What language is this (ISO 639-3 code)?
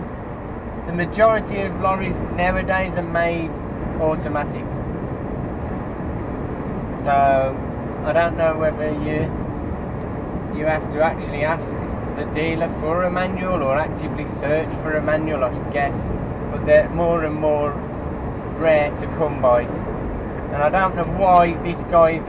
eng